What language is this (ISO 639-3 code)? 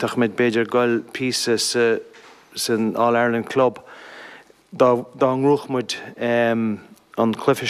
gle